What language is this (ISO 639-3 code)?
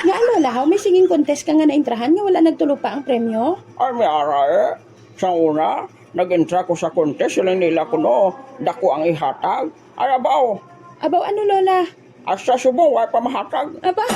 hil